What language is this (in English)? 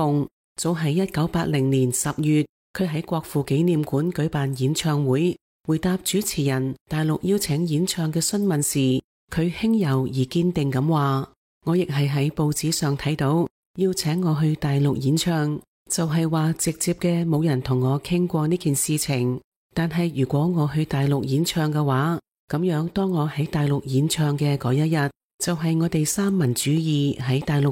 Cantonese